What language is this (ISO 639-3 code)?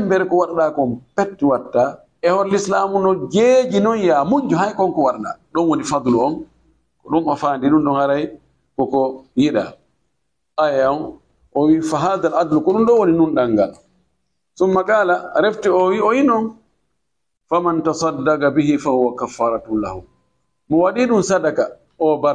ful